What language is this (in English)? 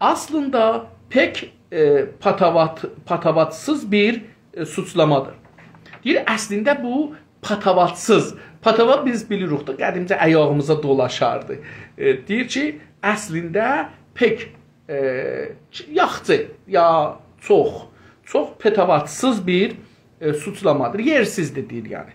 South Azerbaijani